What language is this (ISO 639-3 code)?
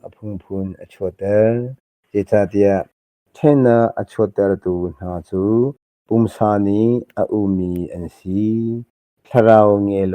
cnh